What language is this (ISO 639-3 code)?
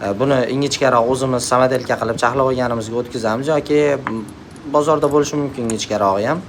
uzb